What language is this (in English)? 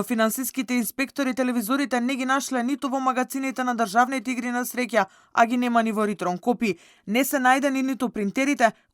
Macedonian